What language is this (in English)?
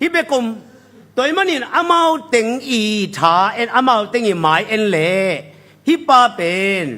Tedim Chin